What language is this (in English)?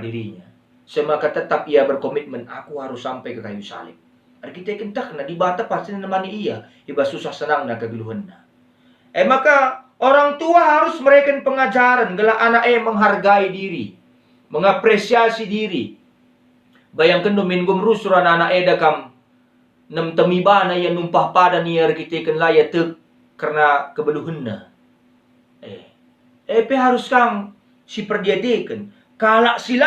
Batak Karo